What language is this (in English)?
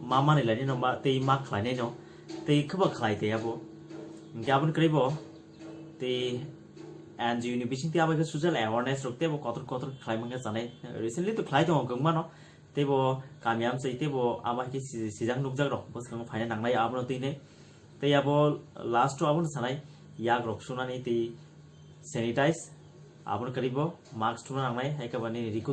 Kok Borok